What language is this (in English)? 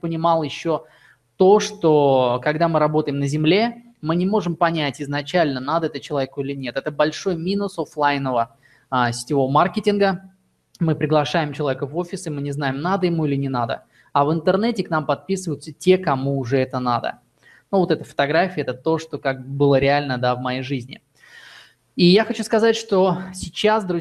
Russian